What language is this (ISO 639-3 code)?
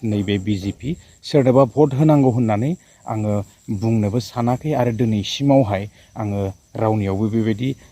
brx